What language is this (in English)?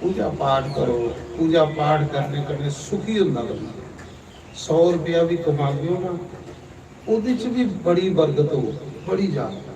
Dogri